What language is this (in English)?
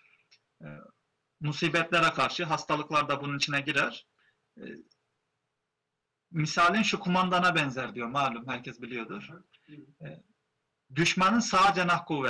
Turkish